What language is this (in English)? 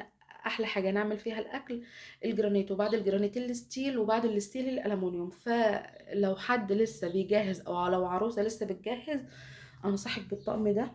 Egyptian Arabic